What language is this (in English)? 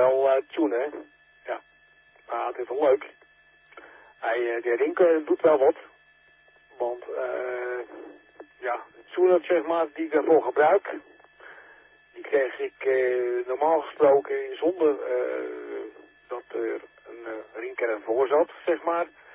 Dutch